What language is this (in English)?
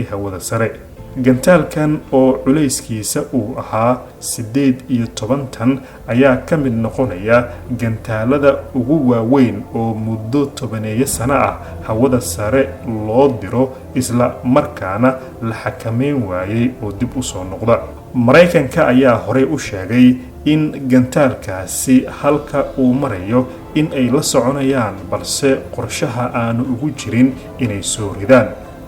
Somali